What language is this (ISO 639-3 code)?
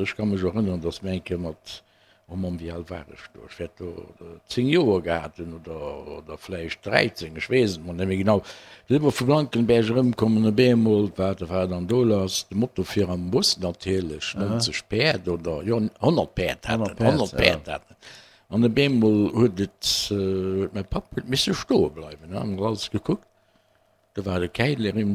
ltz